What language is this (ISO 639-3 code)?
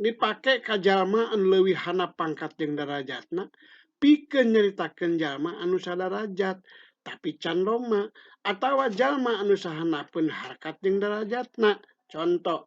sun